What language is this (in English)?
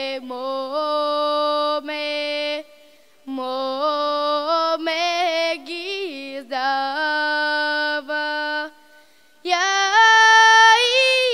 Bulgarian